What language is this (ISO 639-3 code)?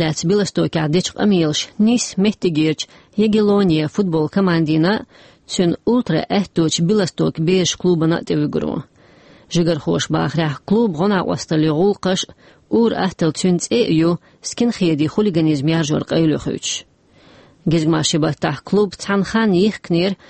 che